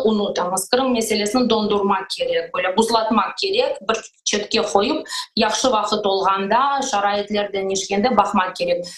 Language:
Crimean Tatar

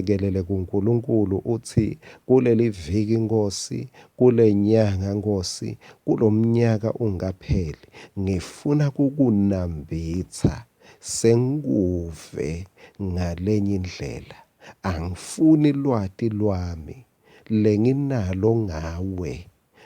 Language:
Swati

